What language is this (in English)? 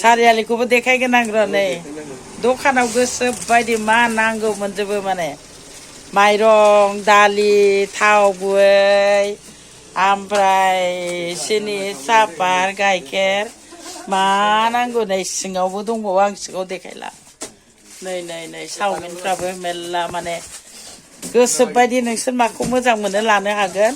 Bodo